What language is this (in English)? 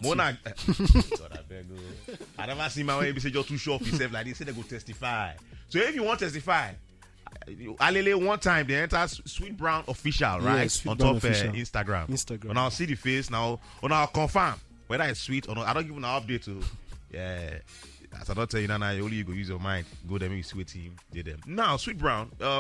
Nigerian Pidgin